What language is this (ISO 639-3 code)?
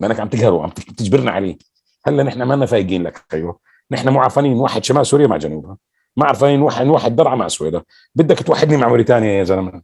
apc